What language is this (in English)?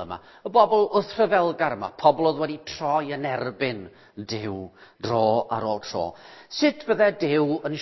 Welsh